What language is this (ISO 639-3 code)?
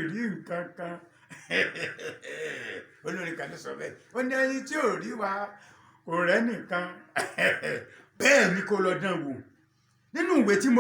yor